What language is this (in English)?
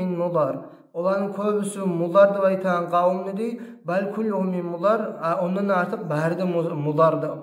Kumyk